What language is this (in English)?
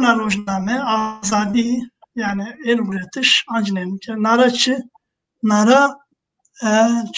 Zaza